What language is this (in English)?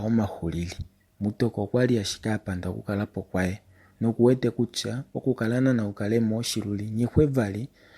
Kuanyama